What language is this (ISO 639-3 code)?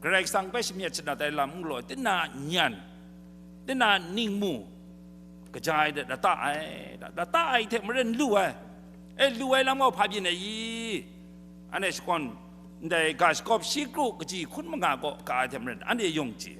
kac